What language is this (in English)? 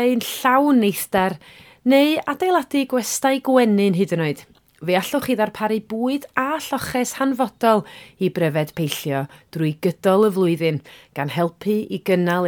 Welsh